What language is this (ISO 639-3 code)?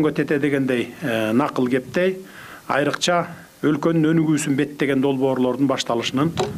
kir